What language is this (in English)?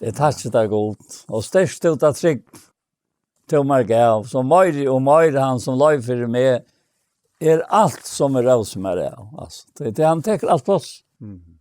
Faroese